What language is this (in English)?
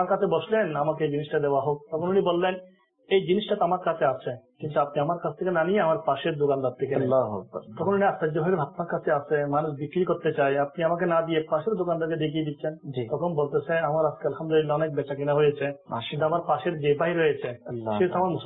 Bangla